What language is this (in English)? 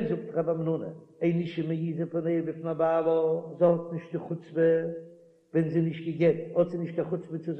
Yiddish